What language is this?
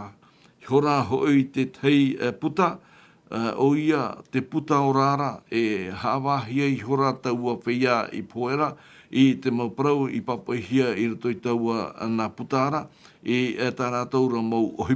Tahitian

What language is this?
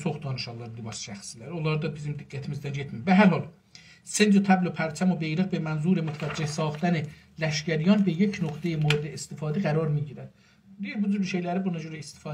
South Azerbaijani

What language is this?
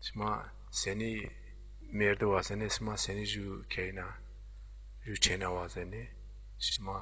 Zaza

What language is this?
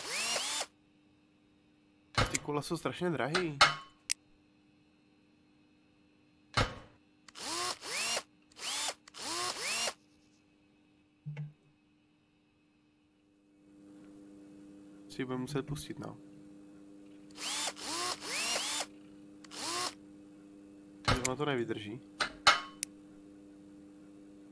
Czech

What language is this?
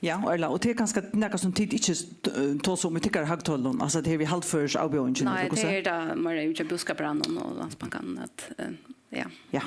Faroese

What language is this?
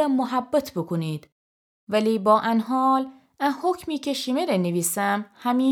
Gilaki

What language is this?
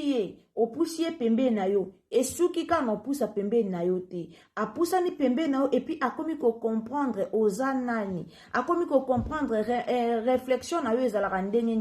Lingala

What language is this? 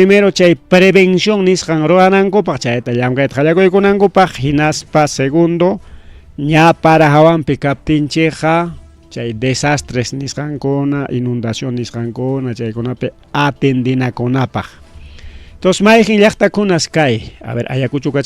Ayacucho Quechua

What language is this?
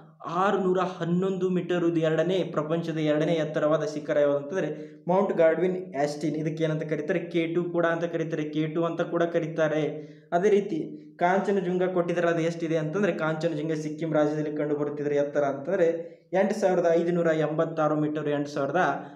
Kannada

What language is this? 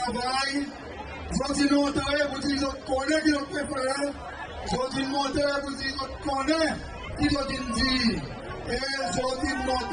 Seselwa Creole French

